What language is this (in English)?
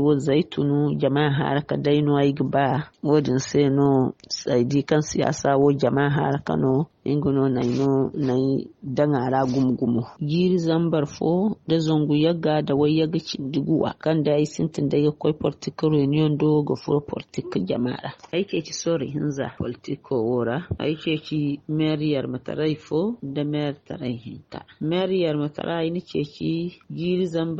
Zarma